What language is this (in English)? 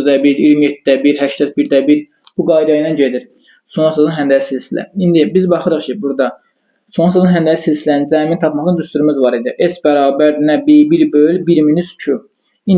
Azerbaijani